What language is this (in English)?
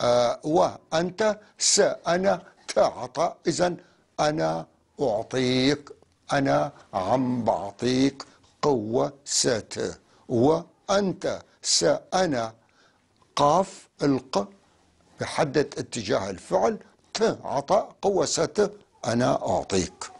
North Levantine Arabic